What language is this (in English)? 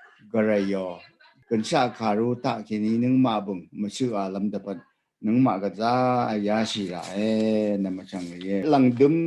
Rawang